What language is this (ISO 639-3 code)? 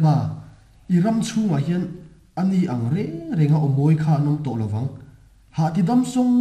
lus